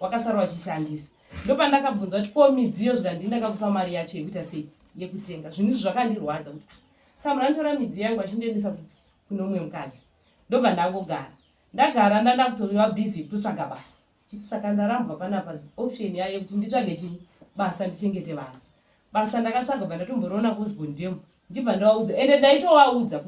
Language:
Shona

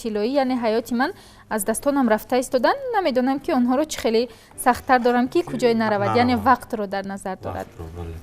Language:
Tajik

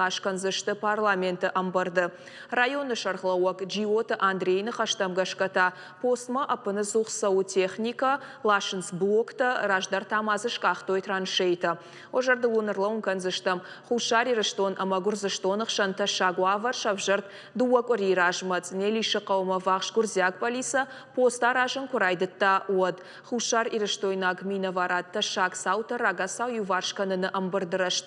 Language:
Ossetic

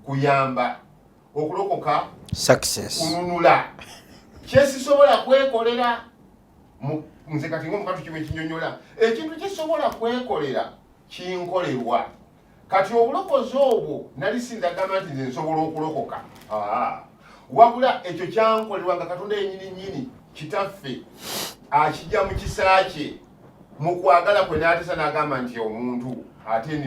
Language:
Ganda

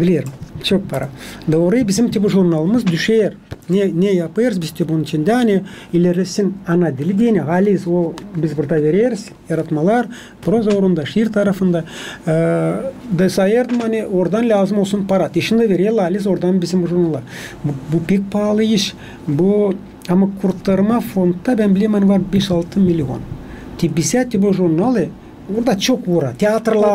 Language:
Gagauz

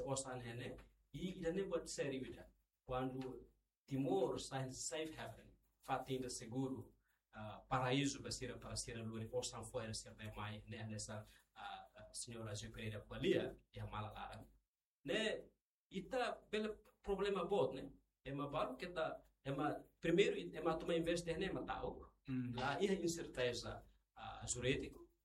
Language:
Tetum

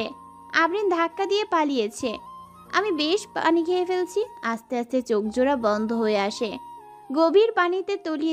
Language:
Bangla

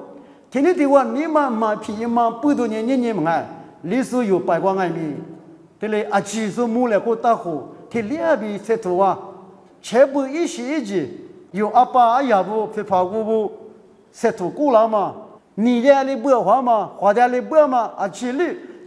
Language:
Lisu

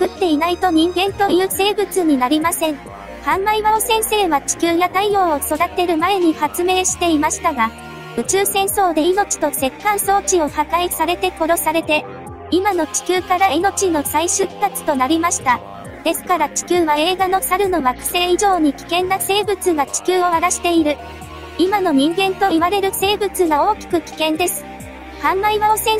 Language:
Japanese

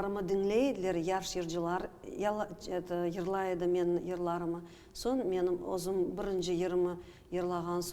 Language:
Crimean Tatar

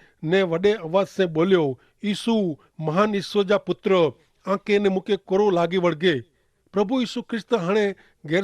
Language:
Kachhi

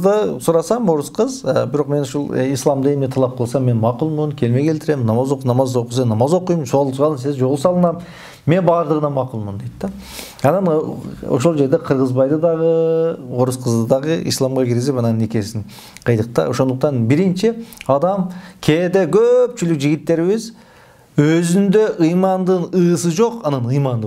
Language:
Kyrgyz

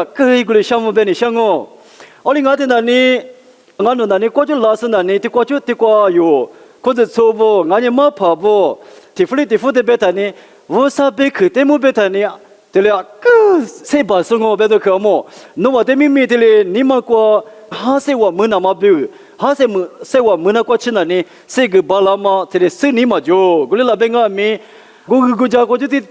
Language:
Lisu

